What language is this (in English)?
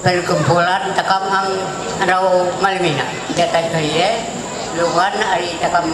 Ma'anyan